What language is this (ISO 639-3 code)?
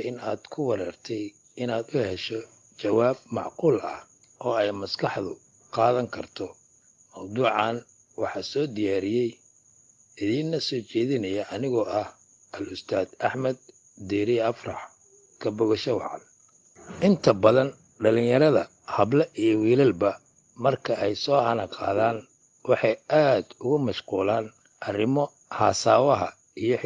som